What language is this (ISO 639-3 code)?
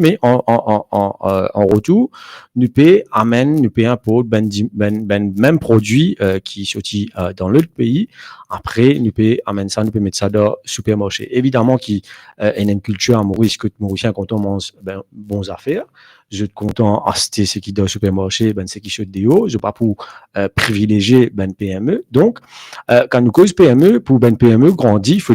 mfe